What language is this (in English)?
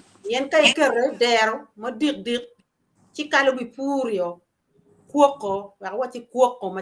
Acoli